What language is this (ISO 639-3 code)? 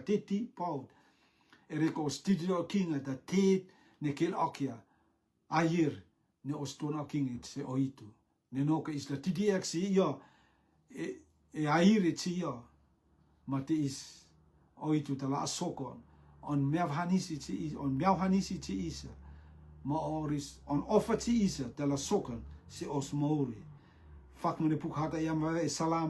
rtm